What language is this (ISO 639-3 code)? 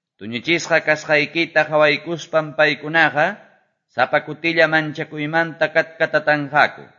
que